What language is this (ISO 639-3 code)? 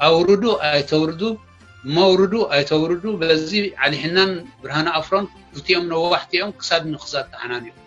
tir